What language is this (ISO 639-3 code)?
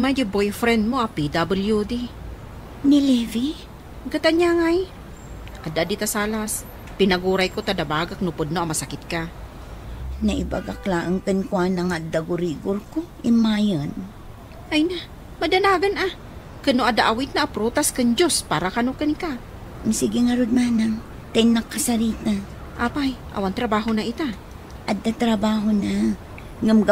ilo